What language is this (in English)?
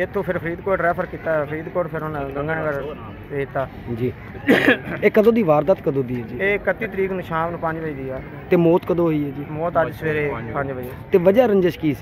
Punjabi